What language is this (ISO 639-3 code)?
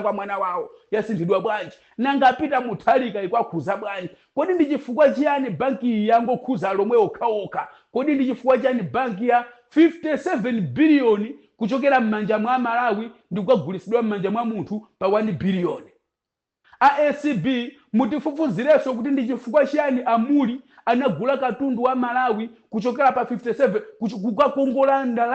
nya